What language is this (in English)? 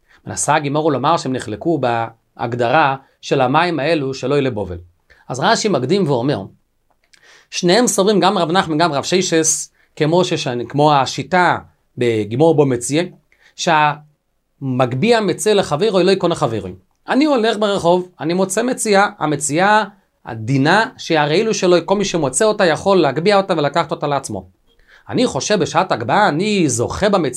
Hebrew